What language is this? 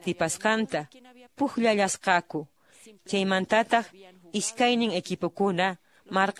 Quechua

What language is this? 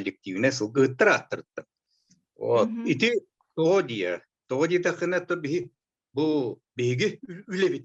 Yakut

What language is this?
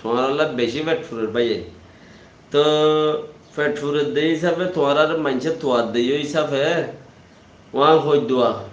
Rohingya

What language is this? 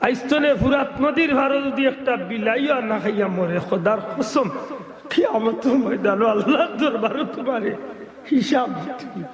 Sylheti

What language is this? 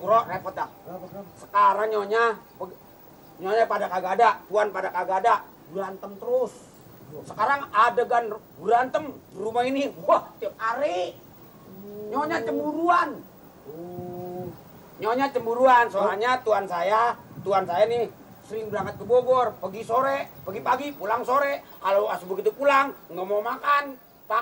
Betawi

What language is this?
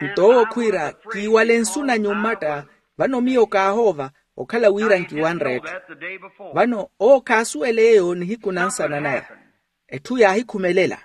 Makhuwa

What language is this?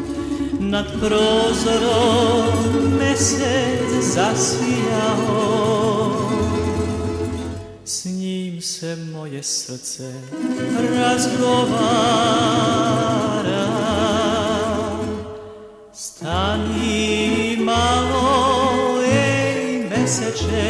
Serbian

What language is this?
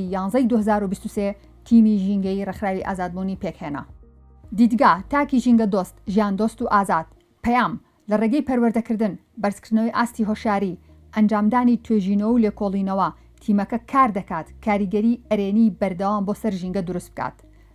Central Kurdish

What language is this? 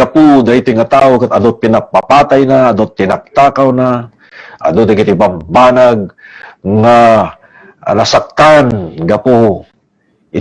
Iloko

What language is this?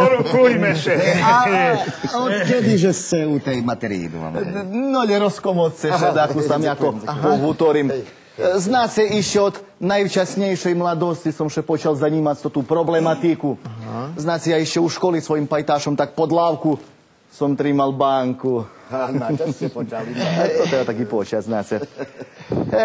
Rusyn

